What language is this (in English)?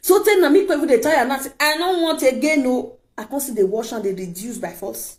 Nigerian Pidgin